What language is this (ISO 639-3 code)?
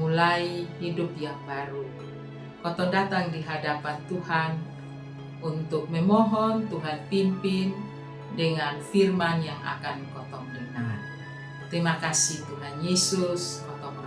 mkn